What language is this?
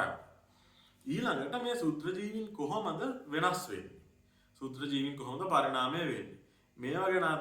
Sinhala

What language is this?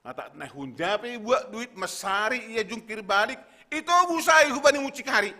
Batak Simalungun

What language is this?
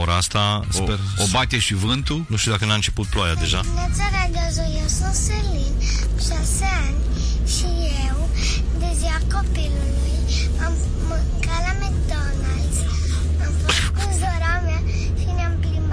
Romanian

